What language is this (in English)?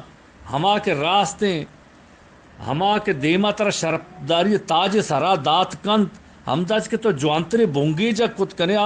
Eastern Balochi